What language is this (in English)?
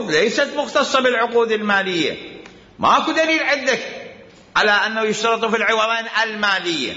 Mesopotamian Arabic